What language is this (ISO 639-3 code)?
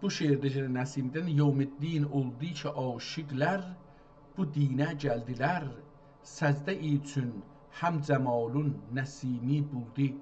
azb